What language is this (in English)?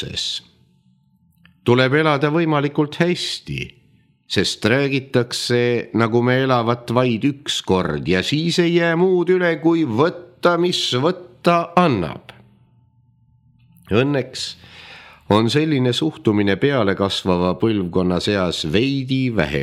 Estonian